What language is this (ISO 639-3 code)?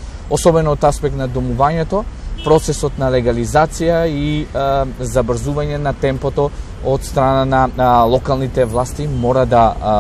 mkd